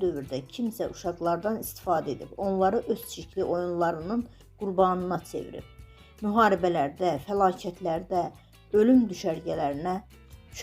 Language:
Azerbaijani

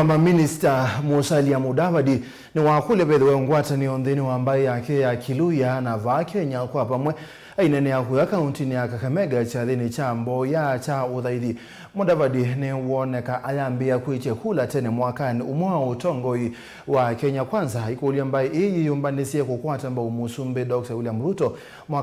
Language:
Kamba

